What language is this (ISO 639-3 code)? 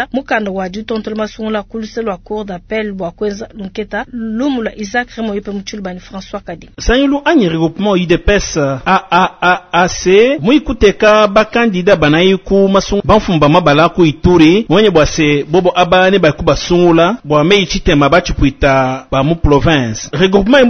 lua